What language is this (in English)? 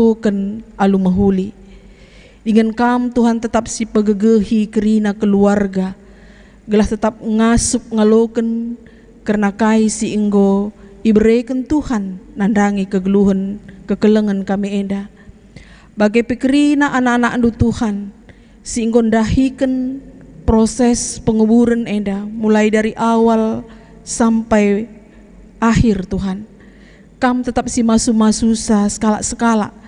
Batak Karo